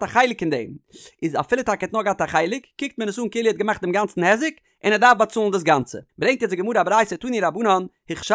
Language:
Yiddish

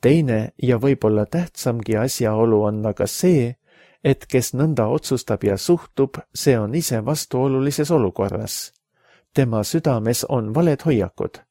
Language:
Estonian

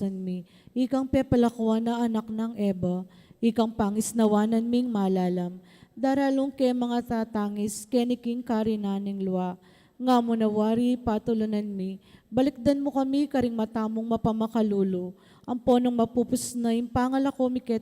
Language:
Pampanga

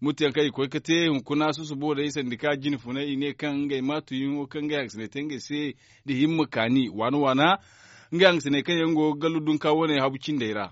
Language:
Zarma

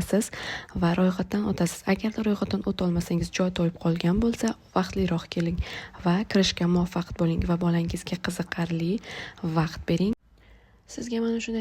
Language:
Uzbek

